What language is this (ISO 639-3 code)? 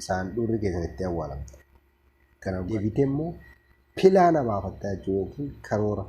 orm